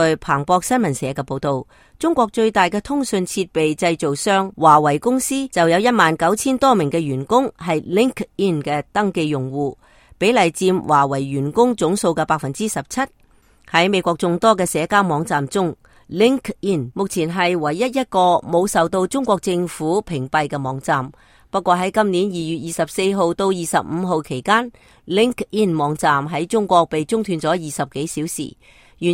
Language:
Cantonese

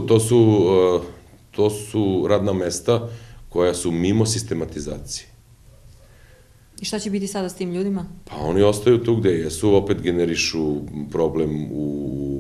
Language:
Serbian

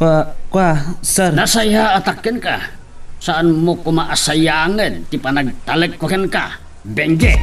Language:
Iloko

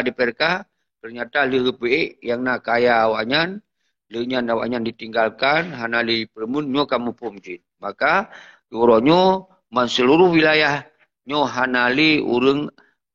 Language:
Achinese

